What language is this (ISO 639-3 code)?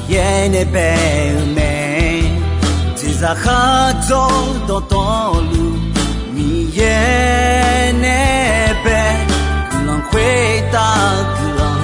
ahk